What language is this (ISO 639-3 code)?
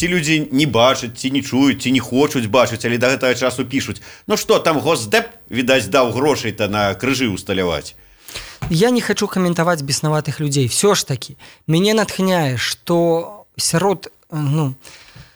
bel